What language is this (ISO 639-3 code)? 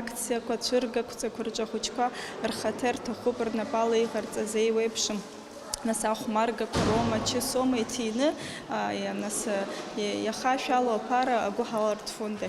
abk